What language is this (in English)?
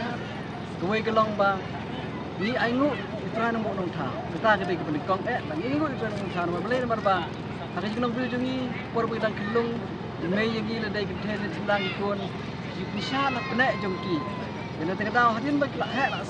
Khasi